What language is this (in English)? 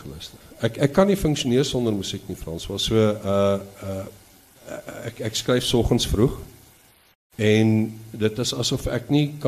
Afrikaans